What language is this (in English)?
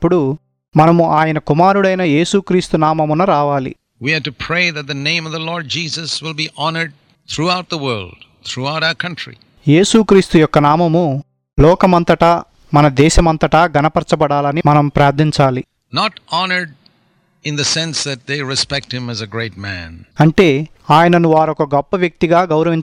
Telugu